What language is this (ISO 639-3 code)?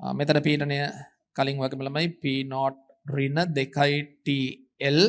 sin